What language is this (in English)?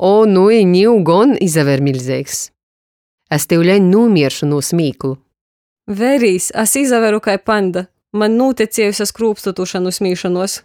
Latgalian